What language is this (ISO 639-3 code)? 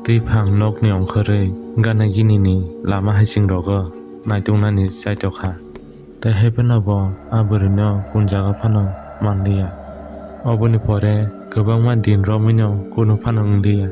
trp